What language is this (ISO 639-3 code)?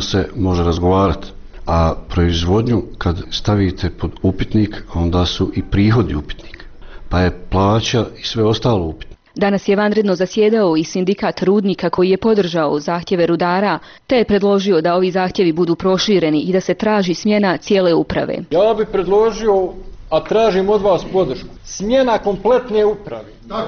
bos